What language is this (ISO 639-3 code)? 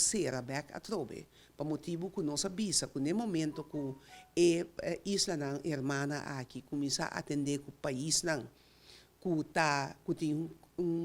pap